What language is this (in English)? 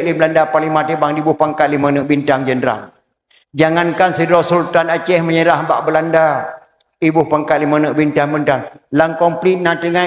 Achinese